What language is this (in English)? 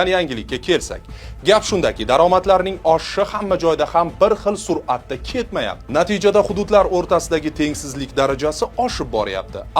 Uzbek